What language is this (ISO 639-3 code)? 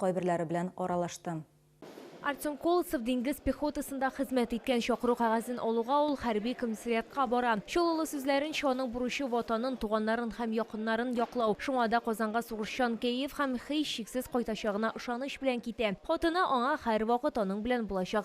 tat